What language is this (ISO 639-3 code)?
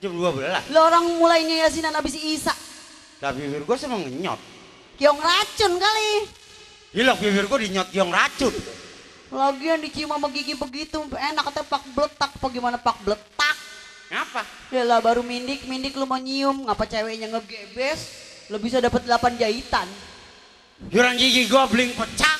bew